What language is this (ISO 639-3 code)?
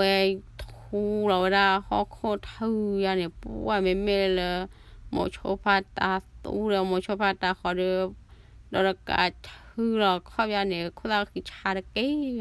ksw